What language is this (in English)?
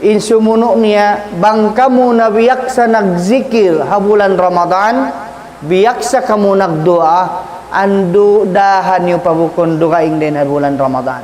Tausug